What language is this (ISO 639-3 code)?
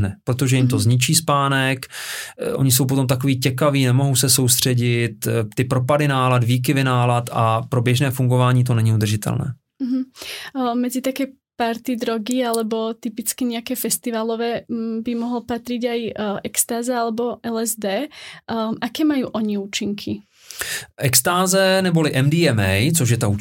ces